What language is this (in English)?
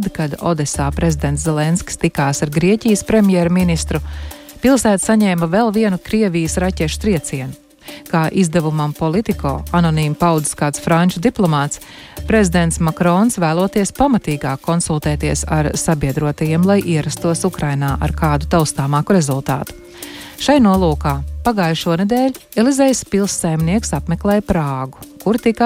Latvian